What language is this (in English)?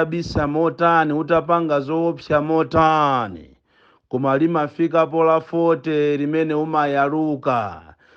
Nyanja